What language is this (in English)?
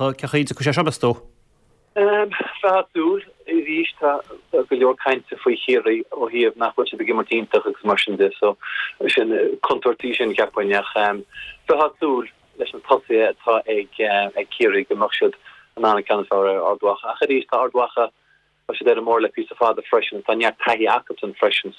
Irish